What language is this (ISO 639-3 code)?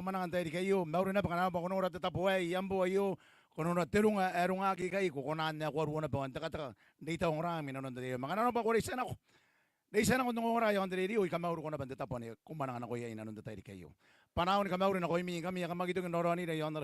gil